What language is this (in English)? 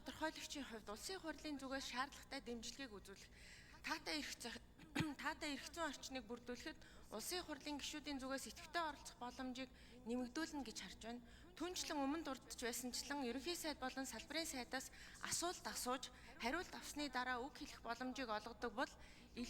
Mongolian